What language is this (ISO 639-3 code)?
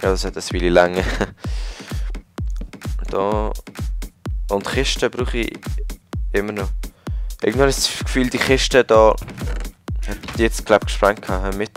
gsw